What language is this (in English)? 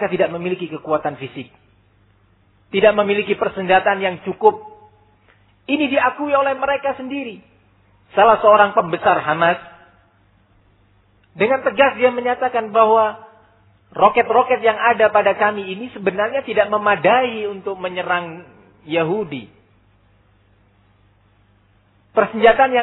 Indonesian